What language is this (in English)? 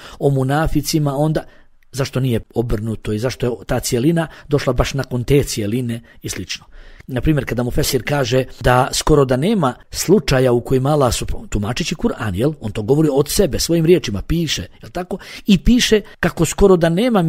Bosnian